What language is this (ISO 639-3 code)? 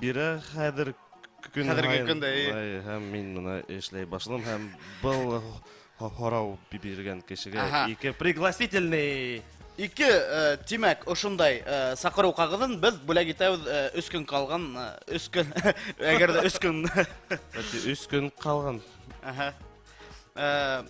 bak